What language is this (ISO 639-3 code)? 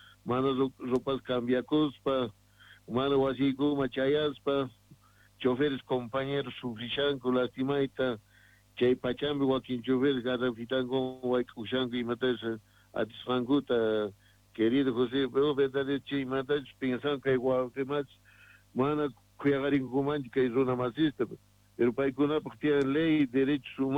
que